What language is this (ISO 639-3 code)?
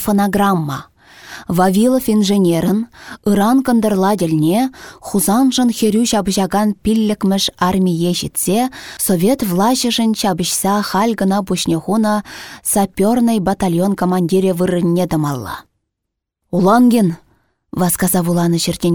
chv